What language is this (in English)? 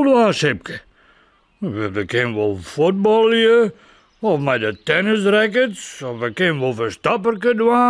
Western Frisian